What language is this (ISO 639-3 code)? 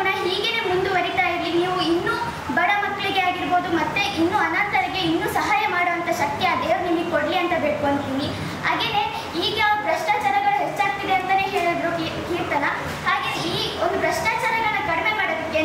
kan